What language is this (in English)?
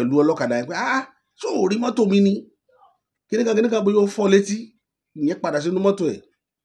Yoruba